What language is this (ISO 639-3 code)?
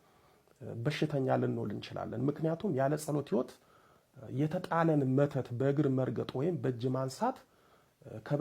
amh